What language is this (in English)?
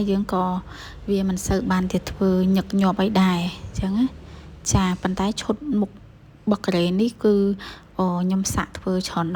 Khmer